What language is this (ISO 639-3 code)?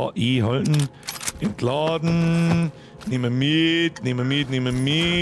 bar